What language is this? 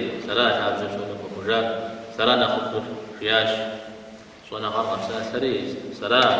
Kabardian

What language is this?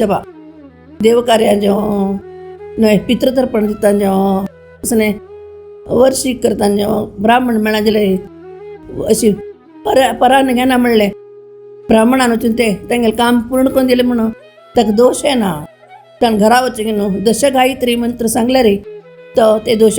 Konkani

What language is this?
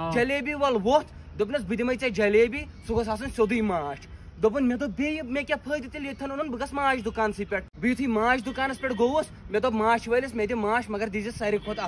Kashmiri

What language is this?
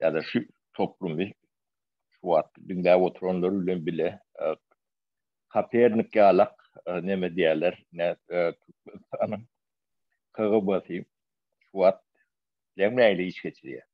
Turkmen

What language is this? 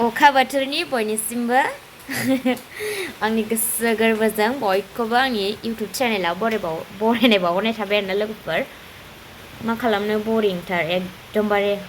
Bodo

